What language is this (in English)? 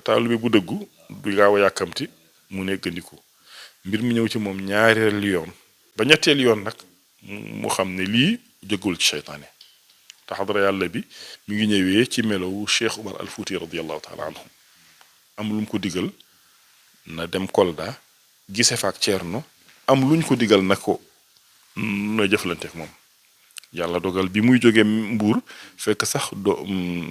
Wolof